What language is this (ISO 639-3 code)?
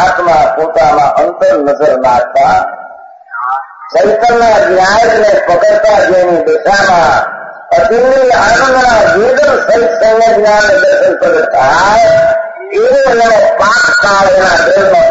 guj